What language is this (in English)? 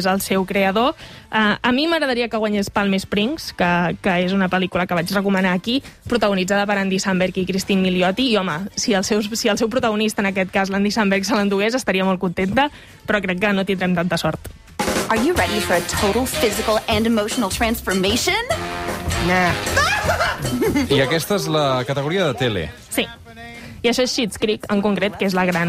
Catalan